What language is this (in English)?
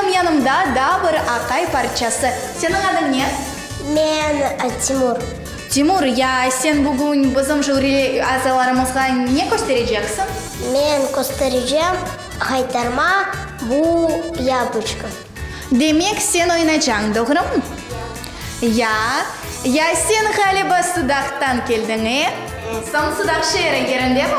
Crimean Tatar